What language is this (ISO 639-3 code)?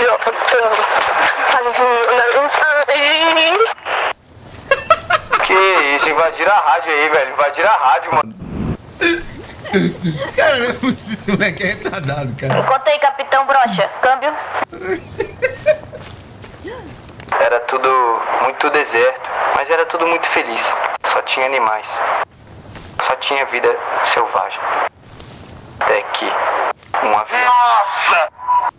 por